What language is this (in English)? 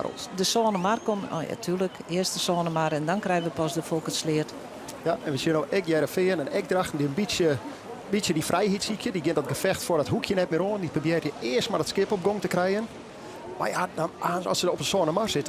Western Frisian